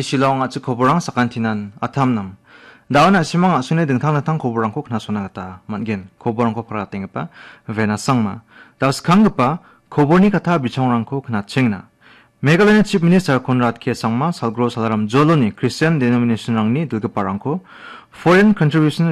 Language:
Garo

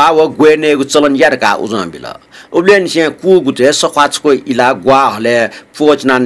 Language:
Newari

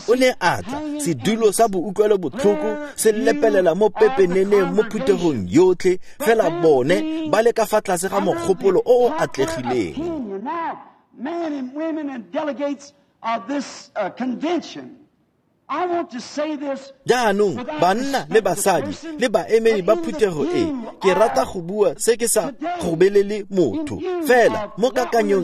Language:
Tswana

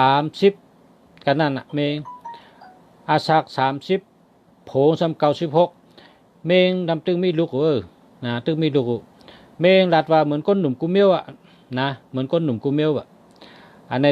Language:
Shan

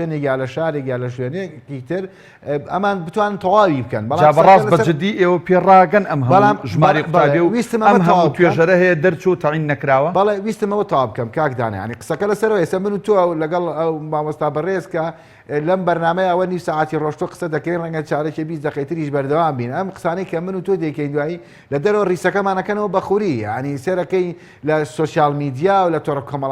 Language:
Central Kurdish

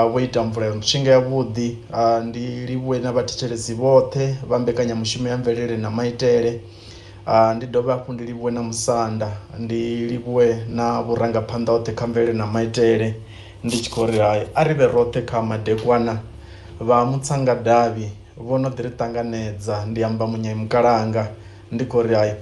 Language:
Venda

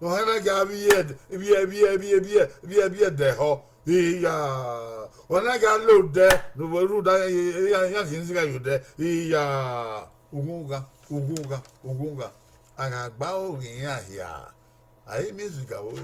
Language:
Bini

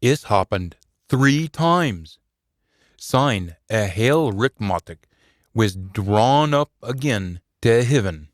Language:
Scots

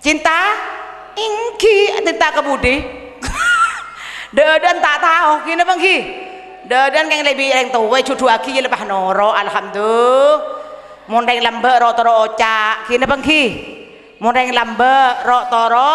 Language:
Madurese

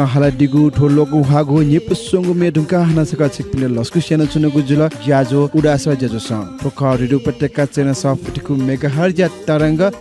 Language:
Newari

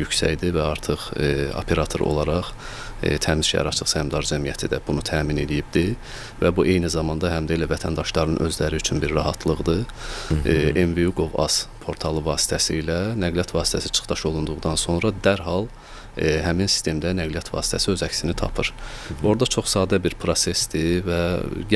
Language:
Azerbaijani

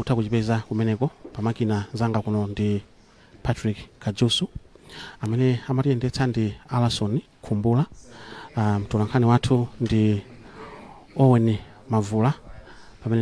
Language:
Nyanja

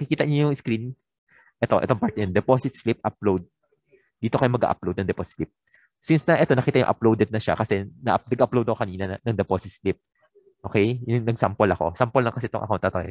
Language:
Filipino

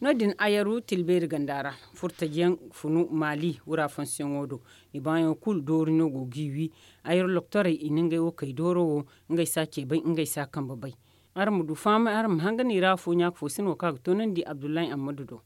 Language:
Zarma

